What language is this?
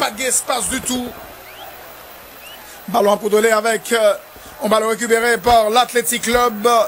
French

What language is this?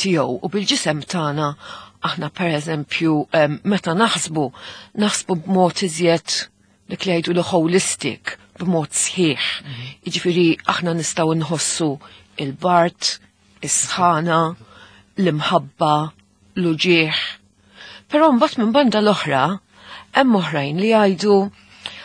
Maltese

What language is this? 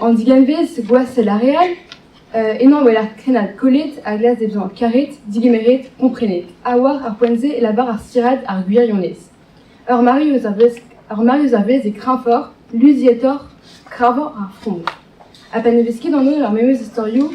Breton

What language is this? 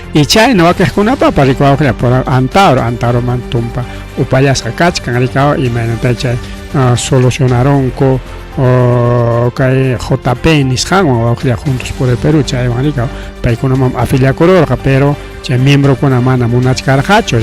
Ayacucho Quechua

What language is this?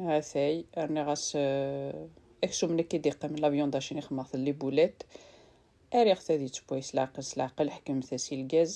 Kabyle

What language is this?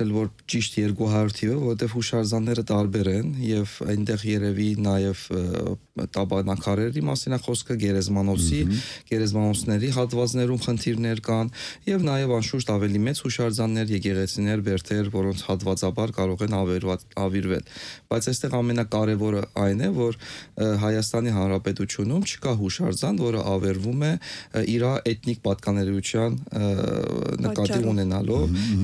Armenian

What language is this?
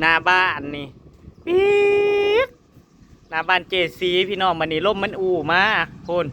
Northeastern Thai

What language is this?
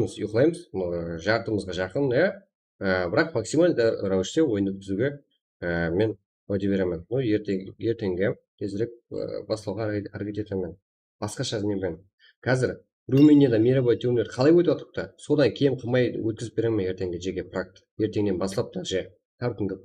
Kara-Kalpak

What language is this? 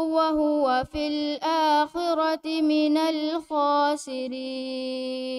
Divehi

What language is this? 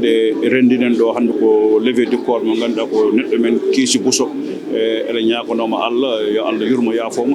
Fula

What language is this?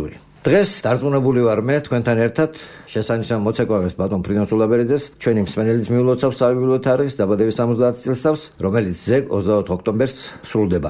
Georgian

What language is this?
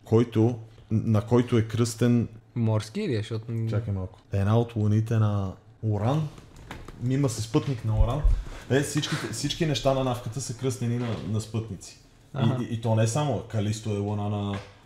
Bulgarian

